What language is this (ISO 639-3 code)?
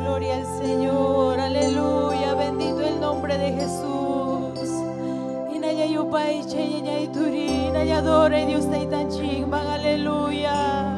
quy